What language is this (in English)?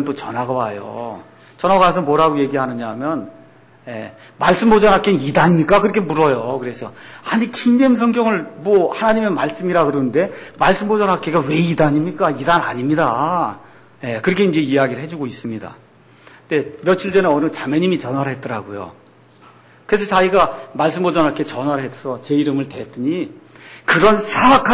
Korean